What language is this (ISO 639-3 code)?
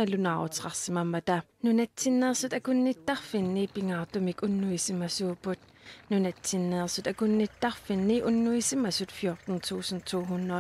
kal